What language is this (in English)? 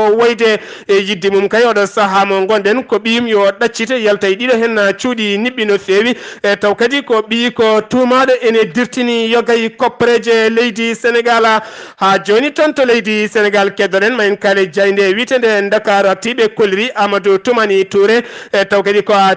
Fula